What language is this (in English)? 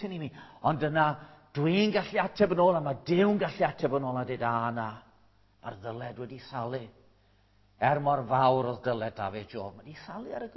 Welsh